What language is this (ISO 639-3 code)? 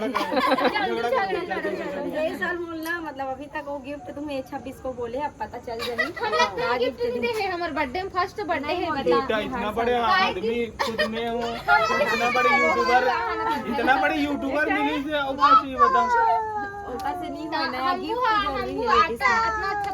hne